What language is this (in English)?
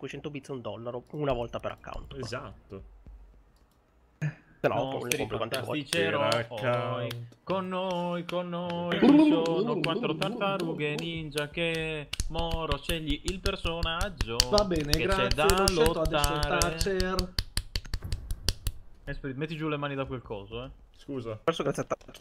Italian